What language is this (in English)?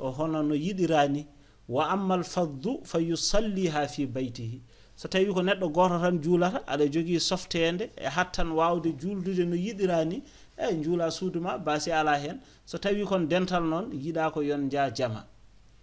Fula